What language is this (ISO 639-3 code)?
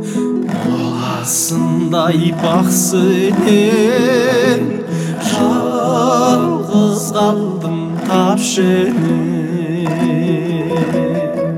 kaz